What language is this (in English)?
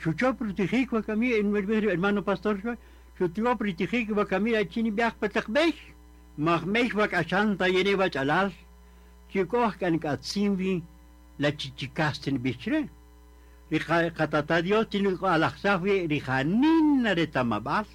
Kaqchikel